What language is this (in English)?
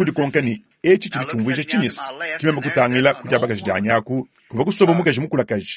Luba-Lulua